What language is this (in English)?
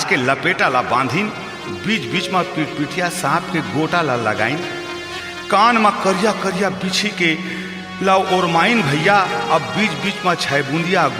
Chhattisgarhi